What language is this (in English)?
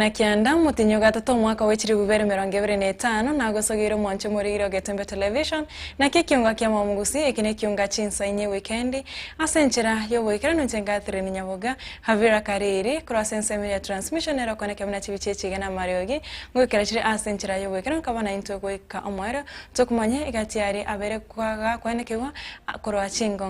Gusii